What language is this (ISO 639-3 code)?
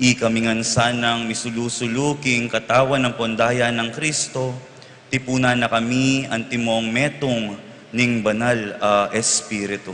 pam